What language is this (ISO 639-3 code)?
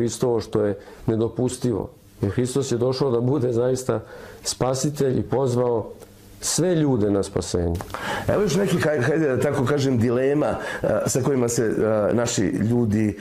srp